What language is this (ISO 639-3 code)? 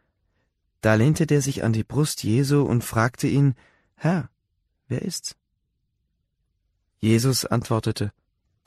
deu